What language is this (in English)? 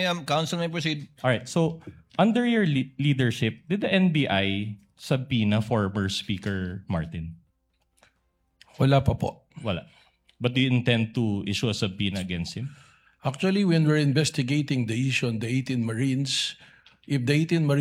Filipino